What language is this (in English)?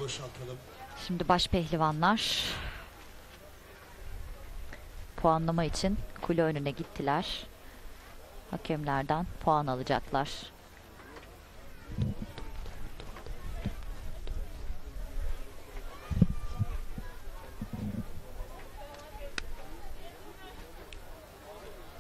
Turkish